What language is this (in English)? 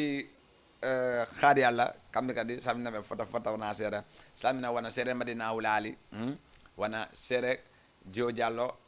Fula